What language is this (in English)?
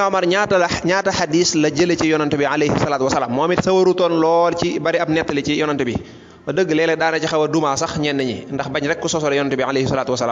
Wolof